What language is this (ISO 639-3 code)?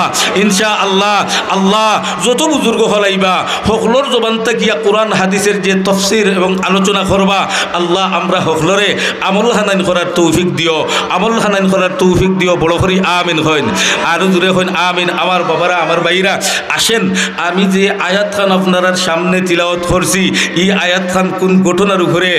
syl